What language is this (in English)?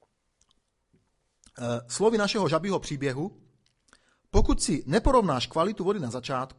Czech